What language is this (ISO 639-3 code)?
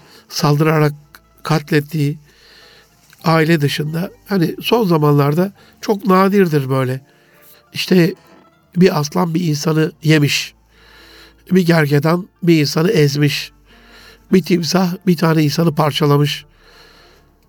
tur